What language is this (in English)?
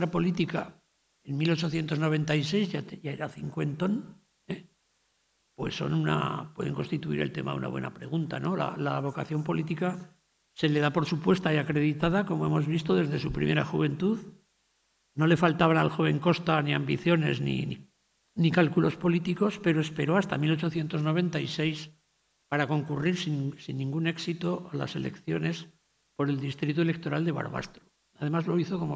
Spanish